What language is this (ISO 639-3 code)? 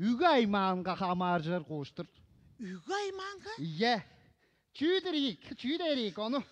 tyv